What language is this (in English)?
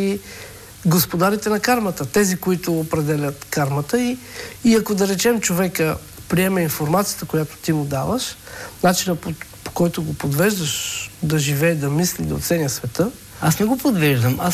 Bulgarian